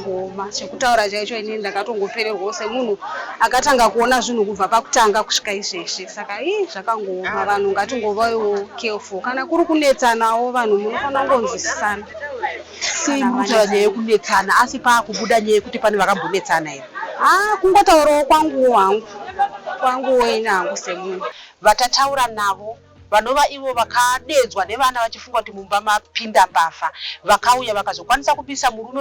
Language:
Shona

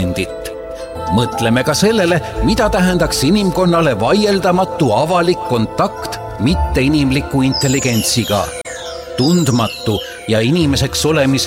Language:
Estonian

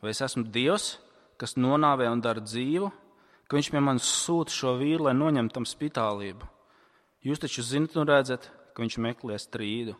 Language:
Latvian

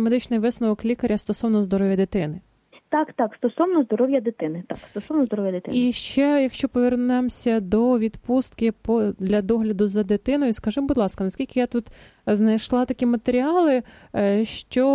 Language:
Ukrainian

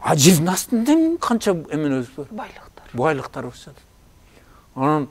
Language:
Kyrgyz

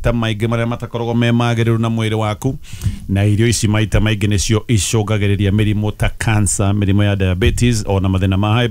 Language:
Kikuyu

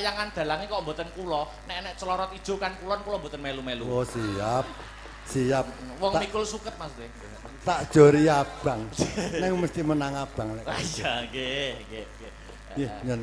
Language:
Javanese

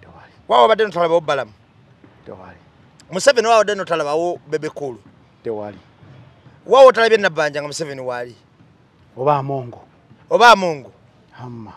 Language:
Ganda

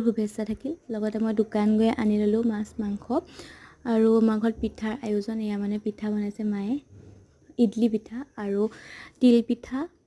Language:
Assamese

